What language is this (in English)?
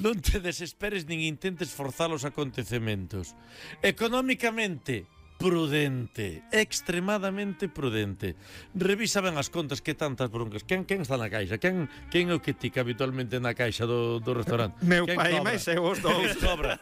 Galician